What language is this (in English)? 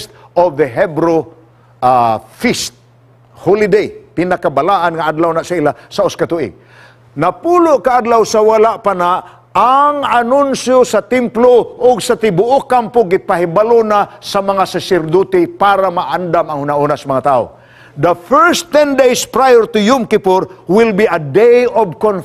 Cebuano